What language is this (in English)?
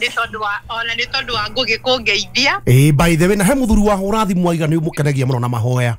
Kikuyu